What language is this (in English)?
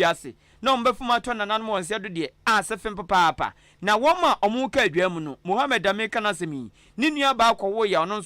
Akan